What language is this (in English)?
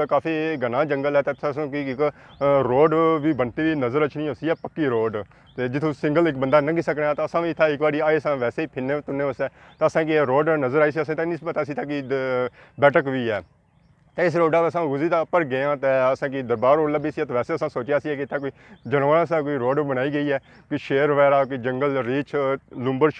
Pahari-Potwari